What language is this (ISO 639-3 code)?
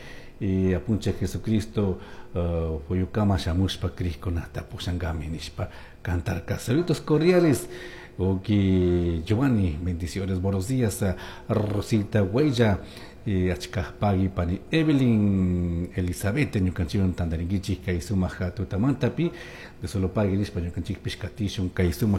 qug